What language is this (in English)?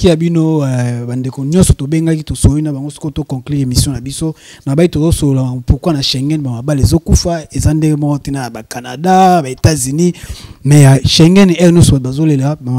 Lingala